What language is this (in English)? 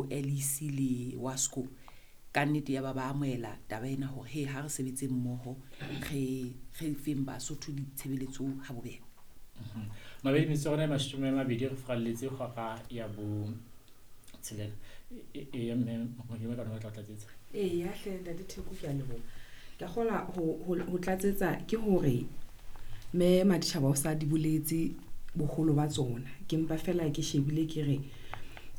Southern Sotho